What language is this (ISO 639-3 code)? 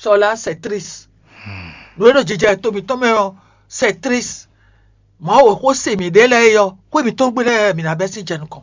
fon